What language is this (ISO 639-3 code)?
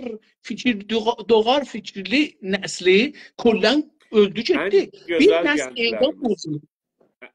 azb